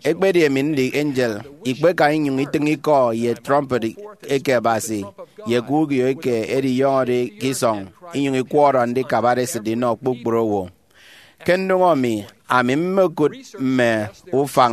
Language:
Efik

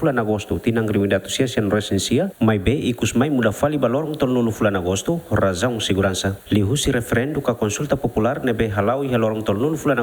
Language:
Tetum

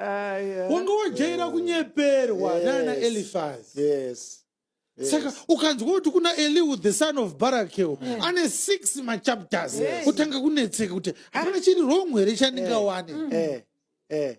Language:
Shona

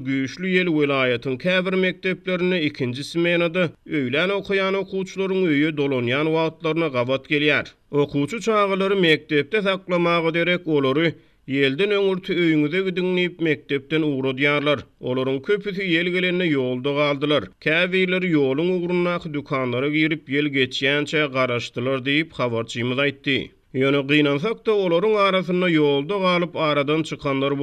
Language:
Turkmen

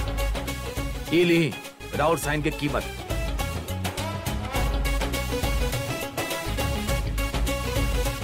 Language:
Bhojpuri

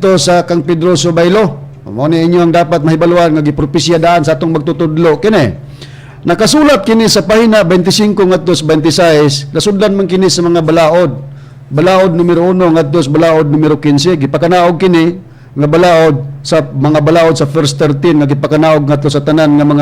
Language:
Cebuano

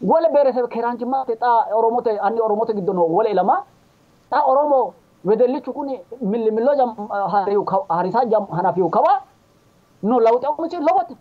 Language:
Sidamo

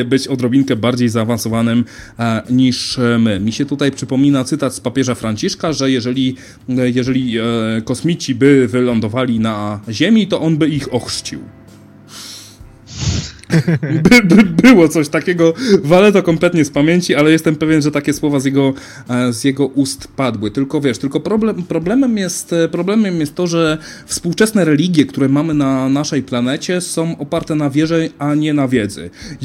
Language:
Polish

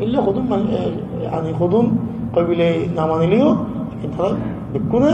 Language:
Rohingya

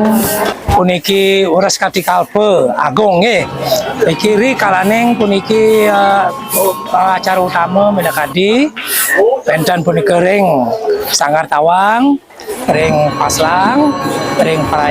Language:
Balinese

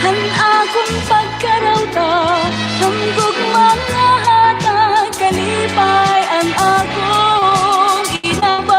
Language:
Waray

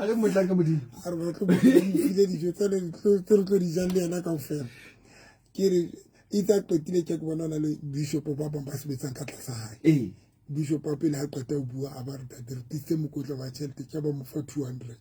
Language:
Southern Sotho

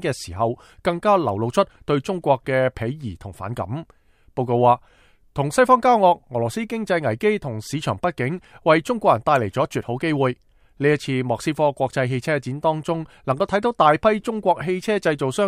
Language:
Cantonese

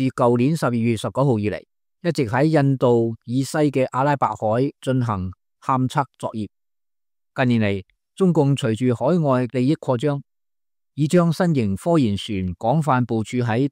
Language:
Cantonese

